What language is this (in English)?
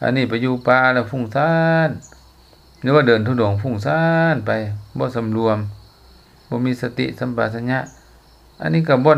Lao